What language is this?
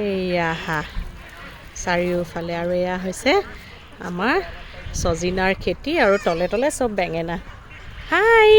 Assamese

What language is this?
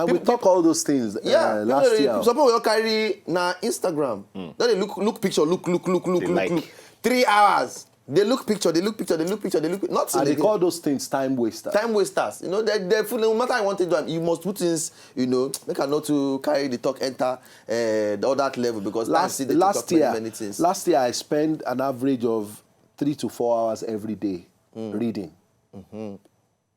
Nigerian Pidgin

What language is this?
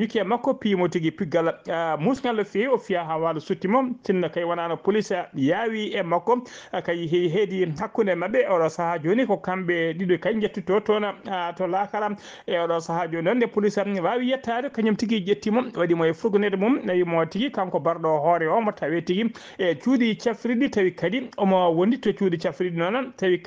Fula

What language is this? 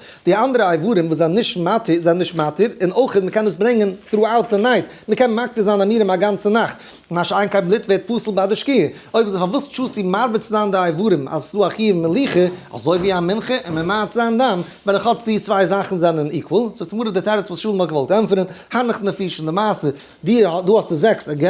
Yiddish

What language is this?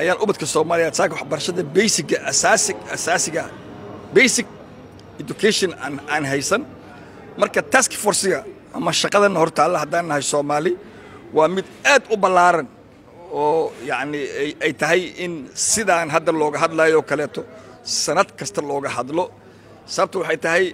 Somali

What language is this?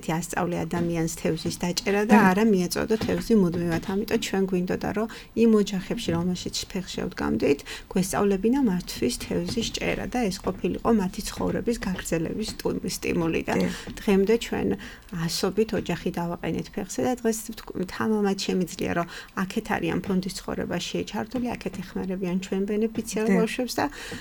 Georgian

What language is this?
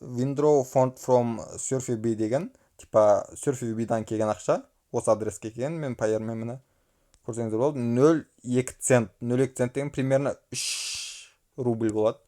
Kazakh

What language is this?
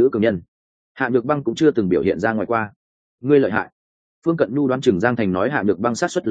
Vietnamese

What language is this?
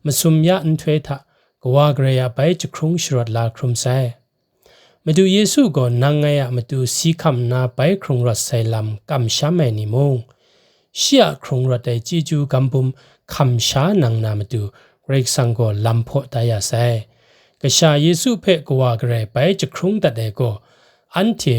Kachin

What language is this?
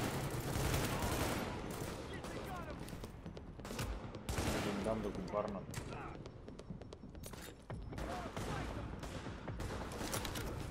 Bulgarian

